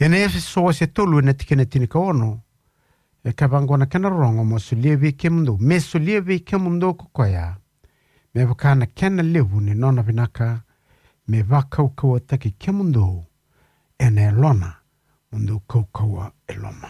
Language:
Fijian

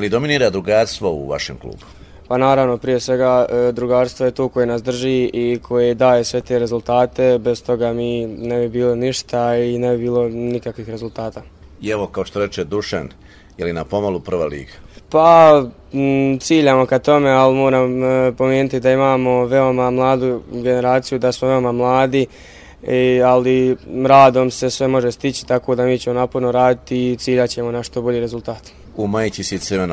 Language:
Serbian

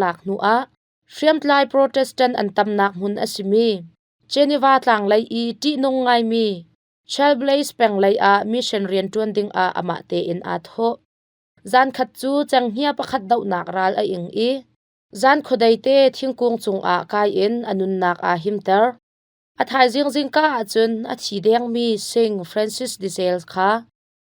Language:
Hakha Chin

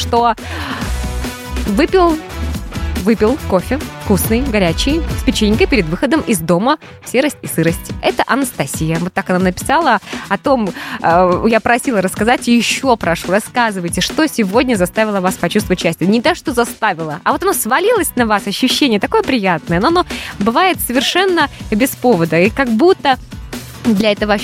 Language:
Russian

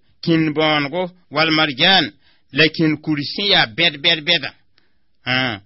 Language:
Mossi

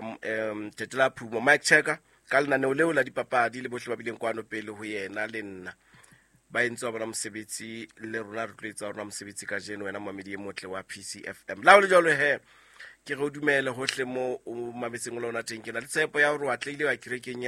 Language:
Southern Sotho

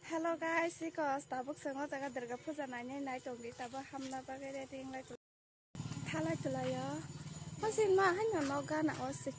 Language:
Kok Borok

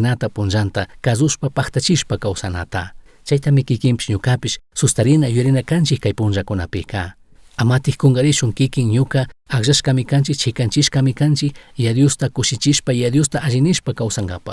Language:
Chimborazo Highland Quichua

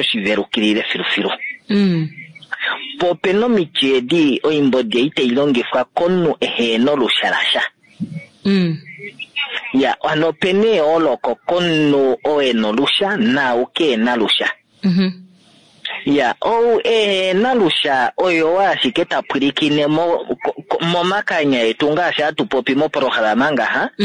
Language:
Kuanyama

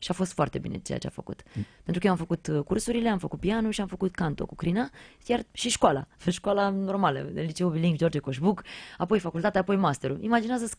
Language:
Romanian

